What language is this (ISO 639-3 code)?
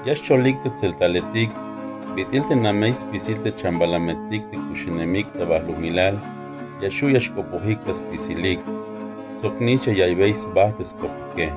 tzh